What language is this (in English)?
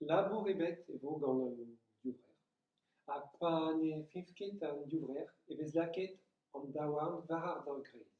Breton